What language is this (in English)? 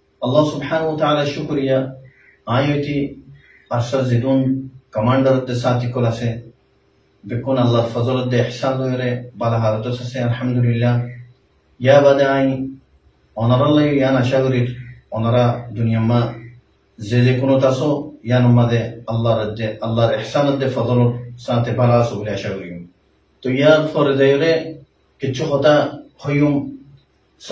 Rohingya